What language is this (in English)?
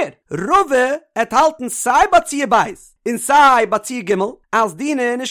Yiddish